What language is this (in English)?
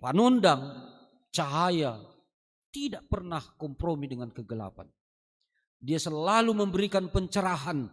Batak Simalungun